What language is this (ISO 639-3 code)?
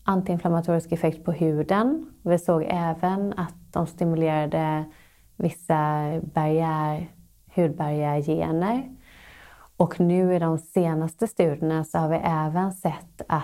swe